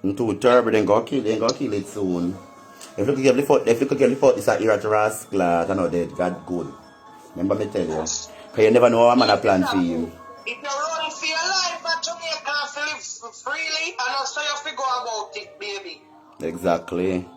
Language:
Jamaican Creole English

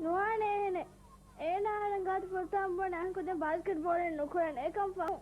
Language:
Divehi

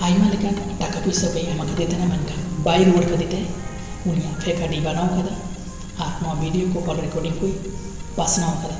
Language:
Santali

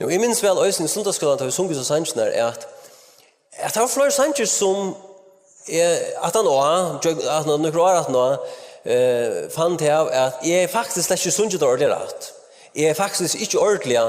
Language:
Faroese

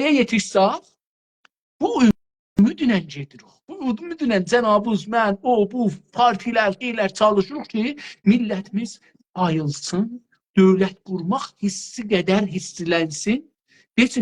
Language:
South Azerbaijani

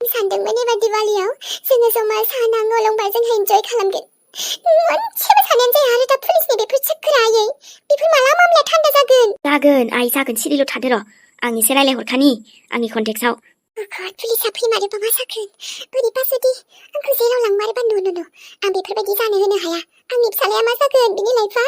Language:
Bodo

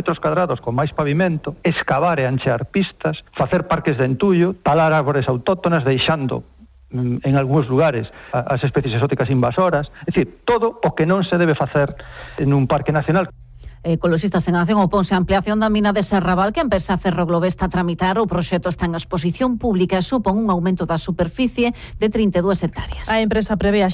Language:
Galician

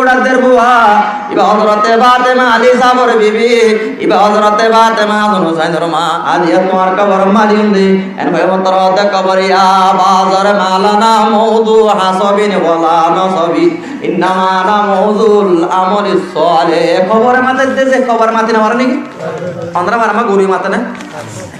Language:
Rohingya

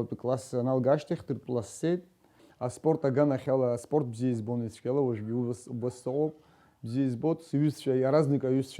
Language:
Abkhazian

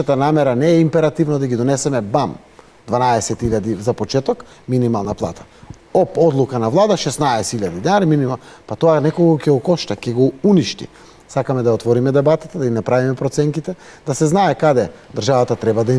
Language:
Macedonian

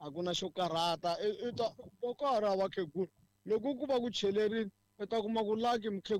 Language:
Tsonga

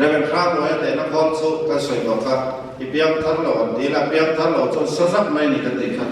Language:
Mizo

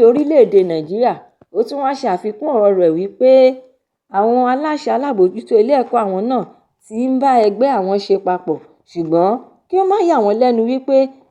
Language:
Yoruba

